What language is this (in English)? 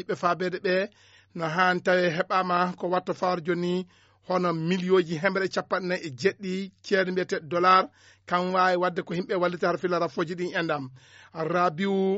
Fula